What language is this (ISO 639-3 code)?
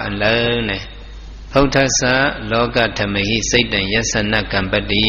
shn